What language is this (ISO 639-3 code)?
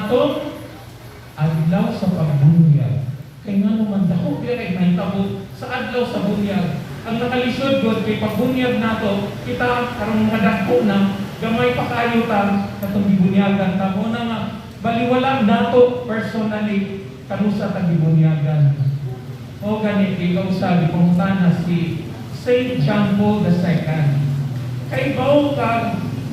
ceb